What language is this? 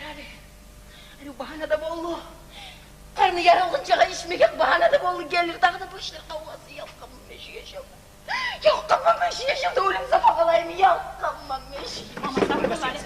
Kumyk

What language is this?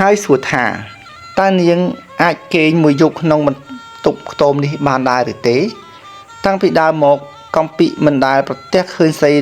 Khmer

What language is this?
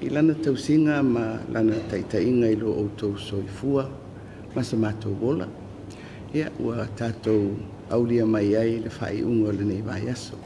Samoan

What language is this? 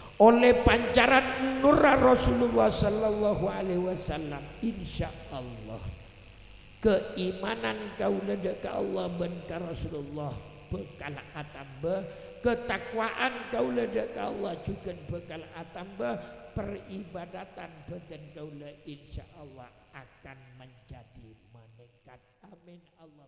Madurese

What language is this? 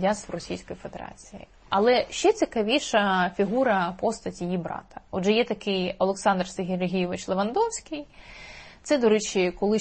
Ukrainian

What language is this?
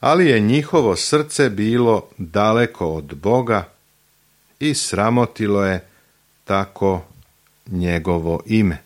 Serbian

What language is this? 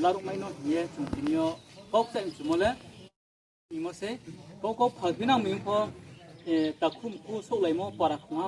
Riang (India)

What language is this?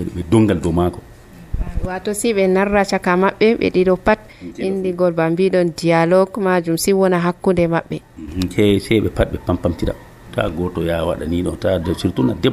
Nigerian Fulfulde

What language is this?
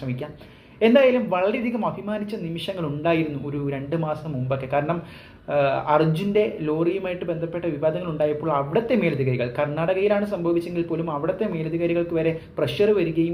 Malayalam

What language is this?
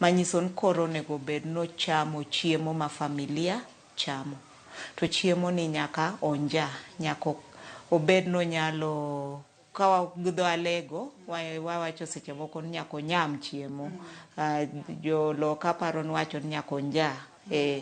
Luo (Kenya and Tanzania)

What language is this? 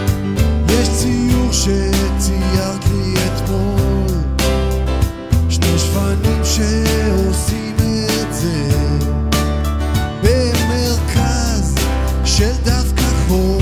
Hebrew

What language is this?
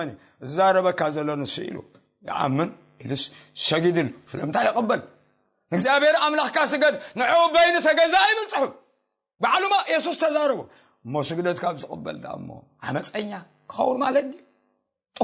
Tigrinya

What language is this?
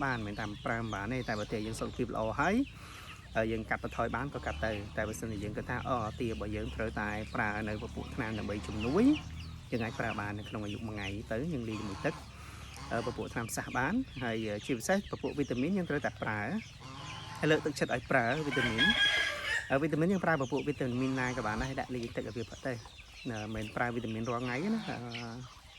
Khmer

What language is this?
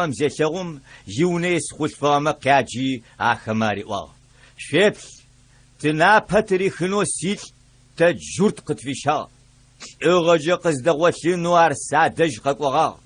Adyghe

